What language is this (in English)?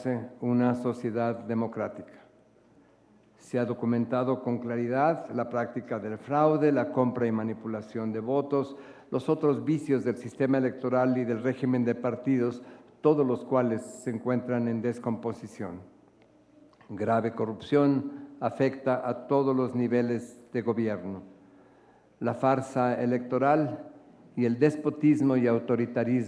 Spanish